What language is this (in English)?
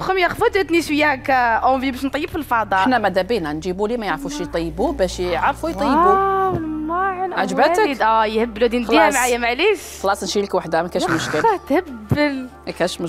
Algerian Arabic